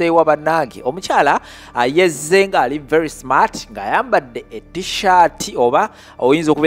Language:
Ganda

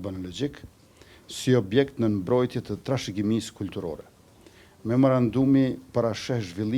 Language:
Albanian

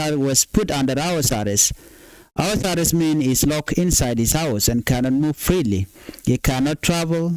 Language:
Nuer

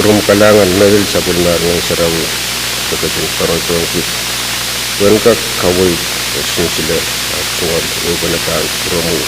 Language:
Pohnpeian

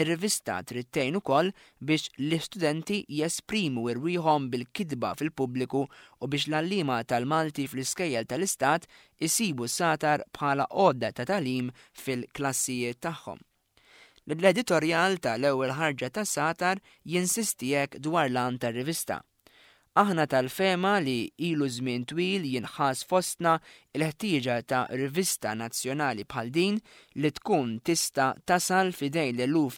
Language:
Maltese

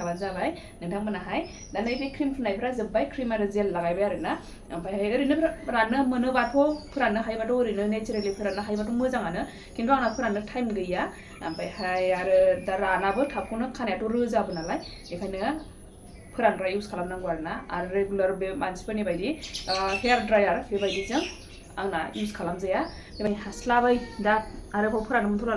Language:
Bodo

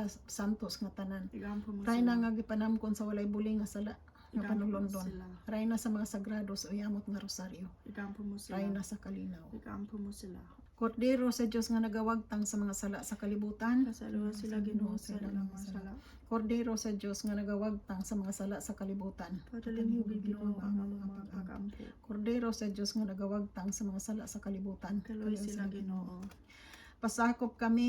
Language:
Cebuano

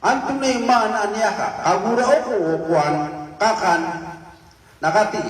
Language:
Maranao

